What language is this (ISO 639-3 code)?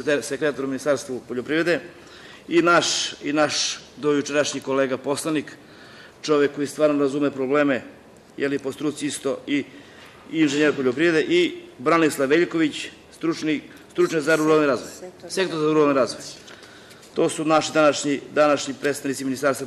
srp